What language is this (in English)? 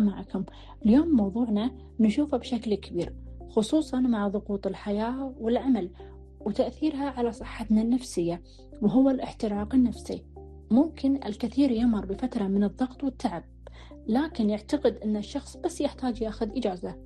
Gulf Arabic